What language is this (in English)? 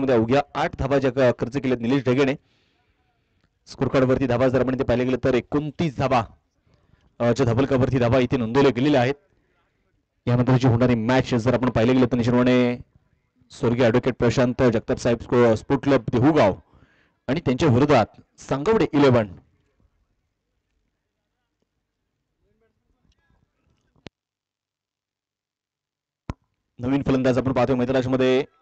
Marathi